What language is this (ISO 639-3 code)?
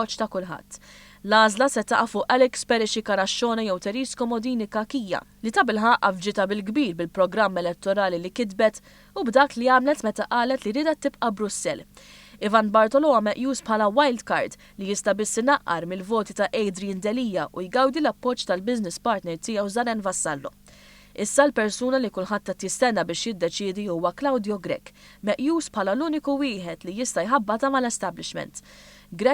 mlt